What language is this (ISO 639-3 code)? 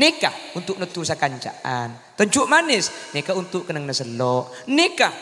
mad